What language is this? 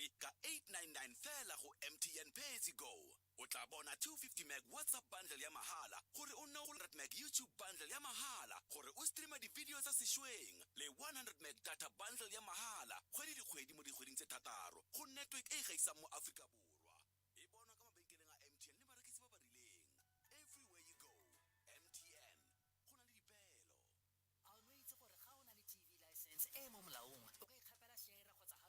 Tswana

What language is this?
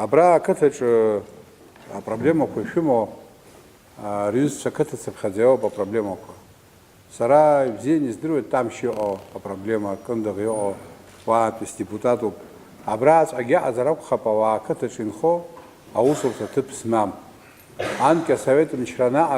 Abkhazian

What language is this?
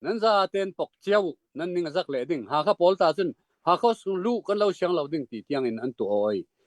Hakha Chin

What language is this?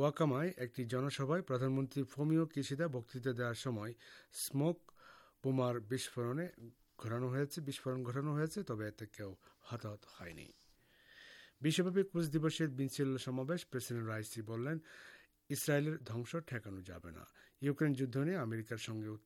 Bangla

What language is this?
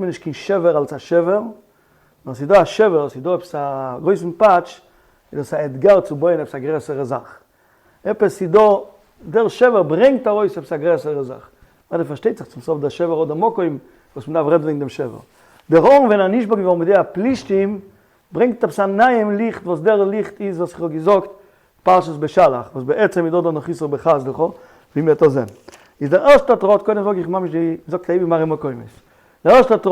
Yiddish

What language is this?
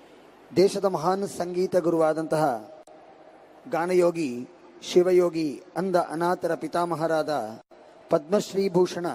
Kannada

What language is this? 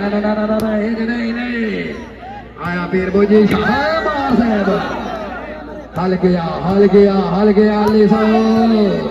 Saraiki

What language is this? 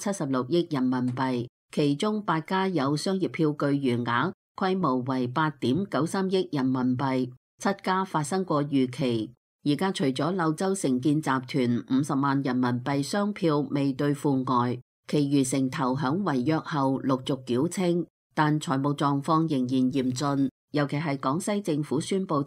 Cantonese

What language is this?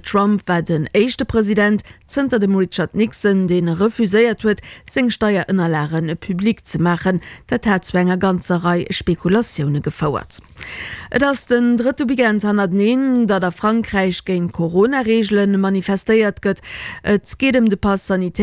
Luxembourgish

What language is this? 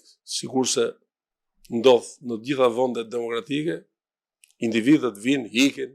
Albanian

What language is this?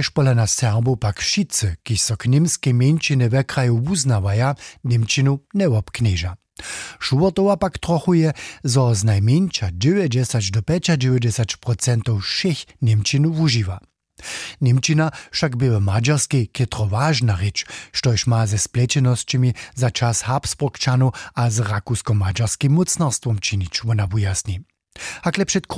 Upper Sorbian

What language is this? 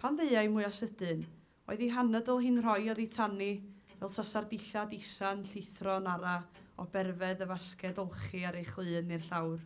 Welsh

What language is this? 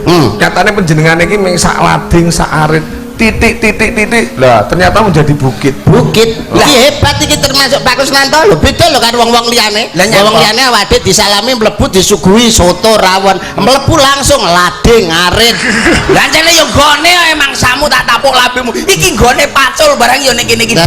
Javanese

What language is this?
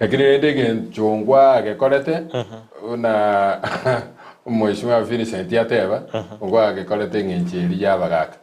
Gusii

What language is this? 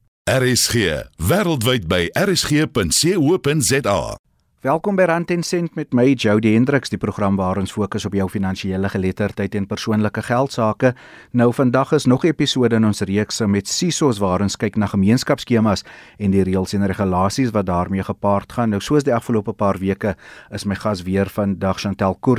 Afrikaans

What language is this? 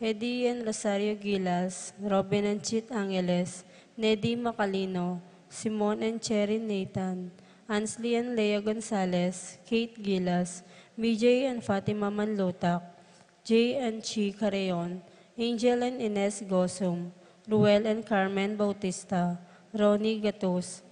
Pampanga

